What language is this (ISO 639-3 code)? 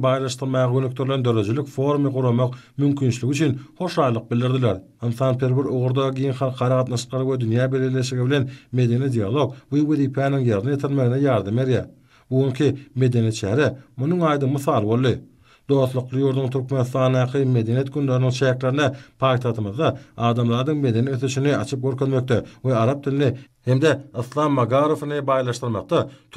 tuk